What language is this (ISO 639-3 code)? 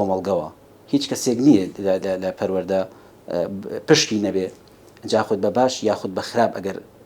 ckb